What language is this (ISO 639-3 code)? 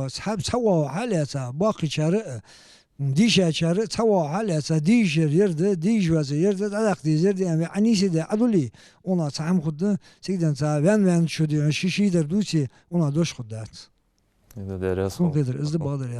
inh